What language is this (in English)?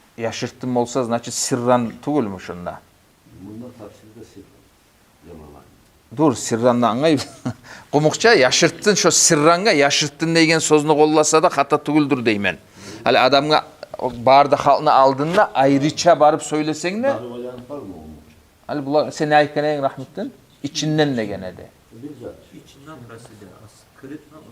Kumyk